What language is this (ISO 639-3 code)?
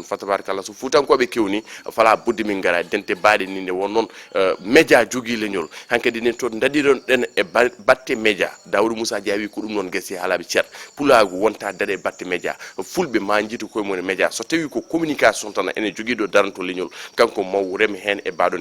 ful